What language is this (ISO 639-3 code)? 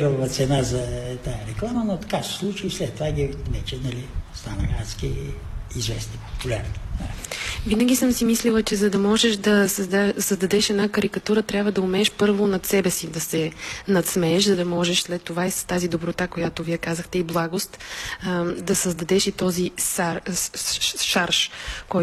bul